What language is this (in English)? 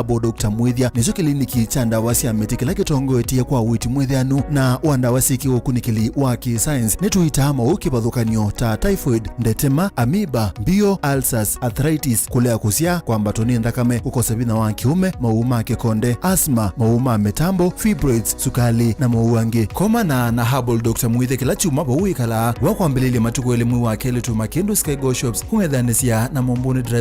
Kamba